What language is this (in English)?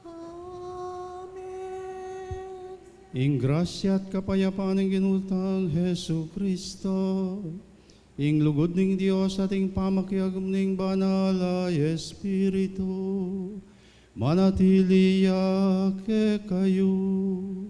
Pampanga